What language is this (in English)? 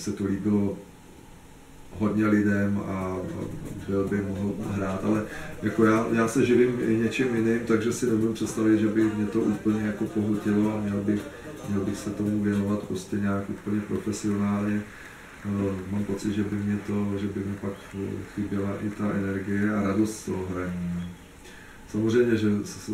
Czech